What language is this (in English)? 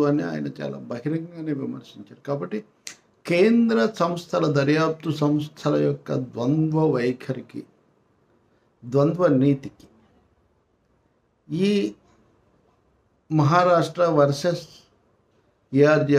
Telugu